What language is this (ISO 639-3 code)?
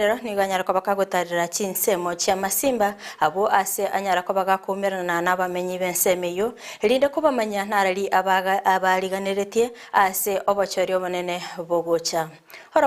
guz